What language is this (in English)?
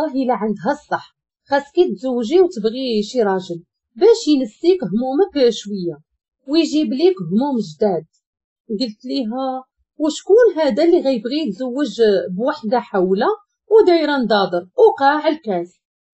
Moroccan Arabic